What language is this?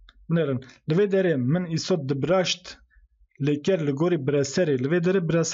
Kurdish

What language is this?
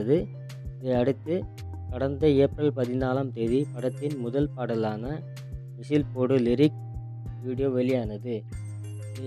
Tamil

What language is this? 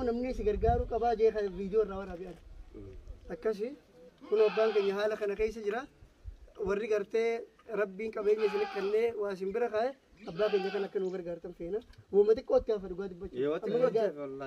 Oromo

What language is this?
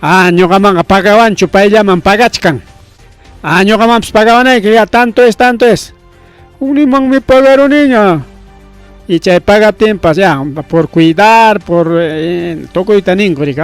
Ayacucho Quechua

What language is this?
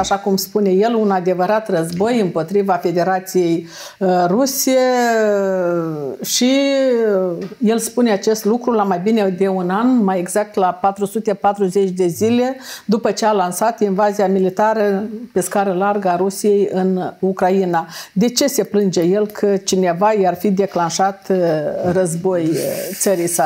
Romanian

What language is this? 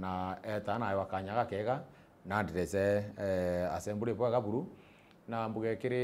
Meru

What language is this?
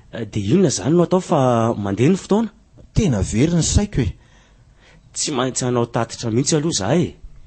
Malagasy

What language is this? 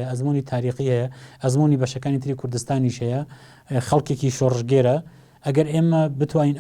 Central Kurdish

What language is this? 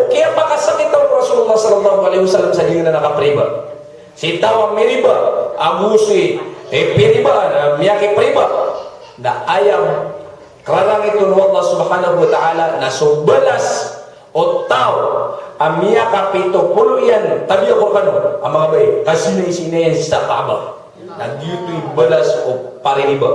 Maranao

